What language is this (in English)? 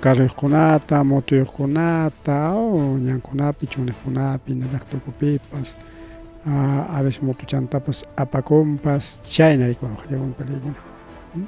Ayacucho Quechua